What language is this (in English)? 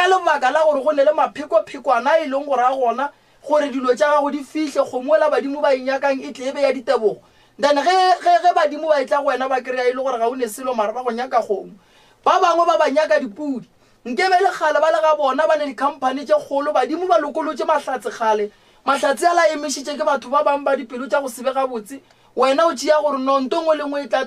Northern Sotho